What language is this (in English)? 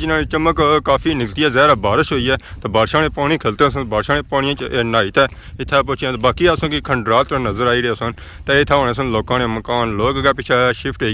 Pahari-Potwari